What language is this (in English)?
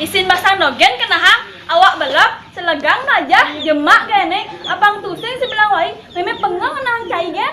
Balinese